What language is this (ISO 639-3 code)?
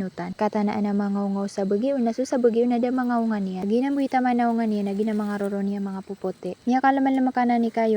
mrw